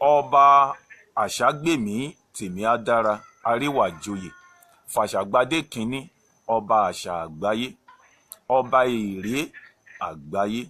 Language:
Yoruba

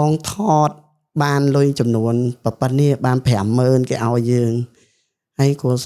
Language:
Khmer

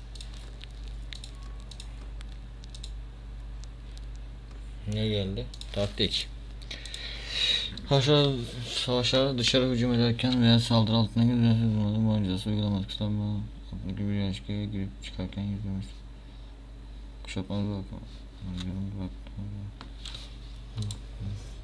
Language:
Turkish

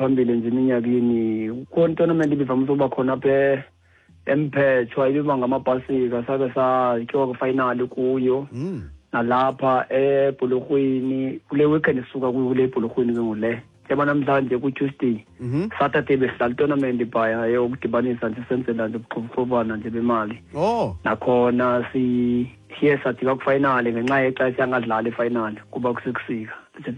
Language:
Xhosa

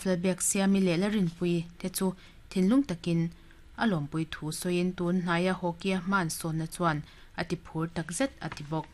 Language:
Mizo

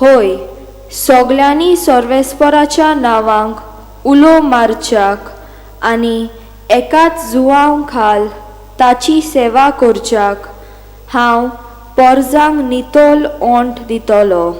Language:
Konkani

